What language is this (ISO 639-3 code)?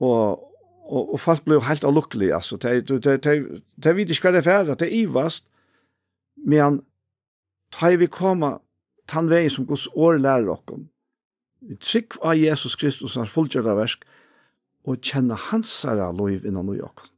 fao